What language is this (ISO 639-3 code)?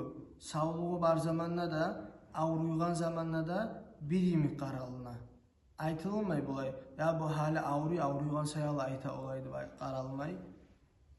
kum